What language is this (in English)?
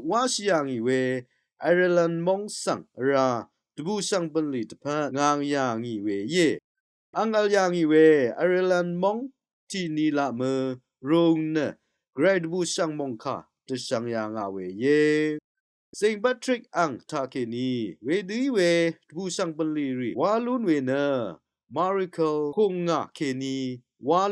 Rawang